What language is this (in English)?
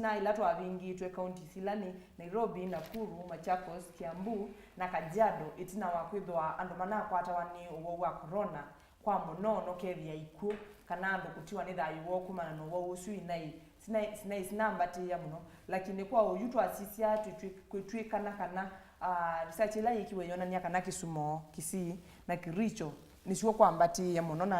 Kamba